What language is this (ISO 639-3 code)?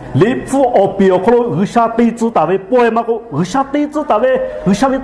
lhu